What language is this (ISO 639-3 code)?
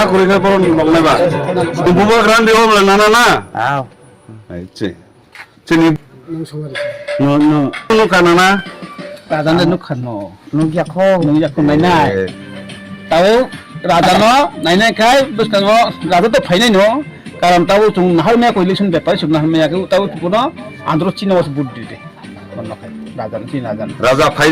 ria